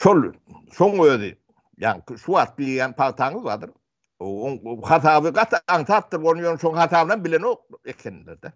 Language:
Turkmen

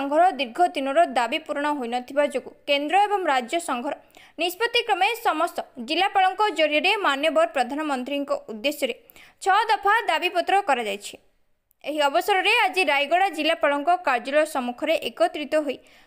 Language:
Odia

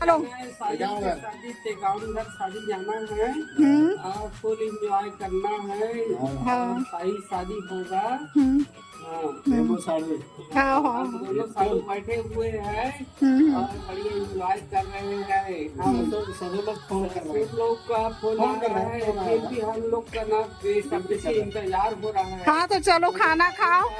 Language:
Chhattisgarhi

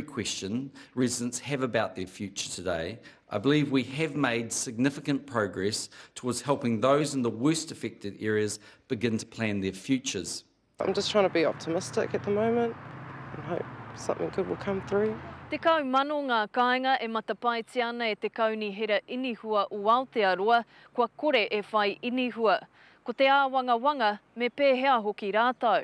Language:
Māori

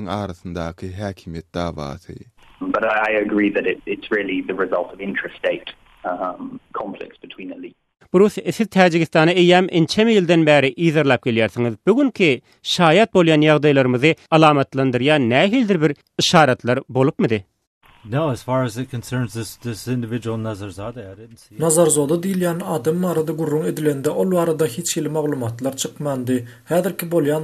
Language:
Turkmen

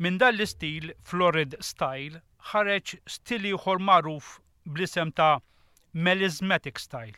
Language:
Maltese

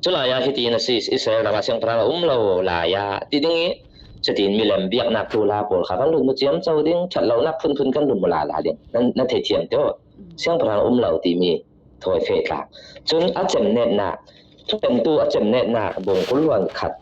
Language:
Falam Chin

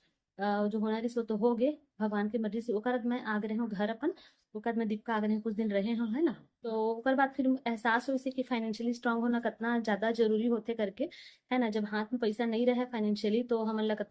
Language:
Chhattisgarhi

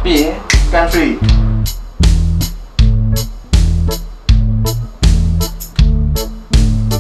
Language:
Burmese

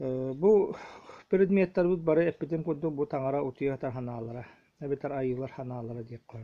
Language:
Yakut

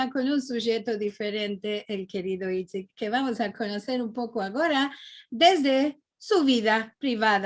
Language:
Ladino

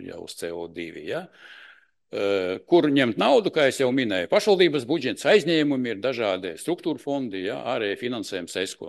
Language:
Latvian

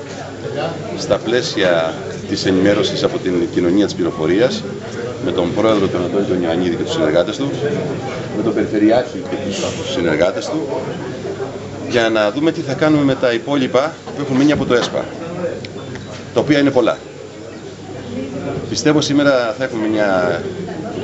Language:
Greek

